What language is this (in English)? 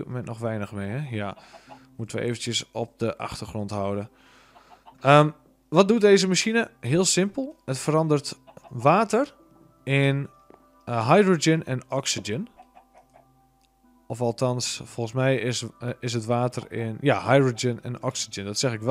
Dutch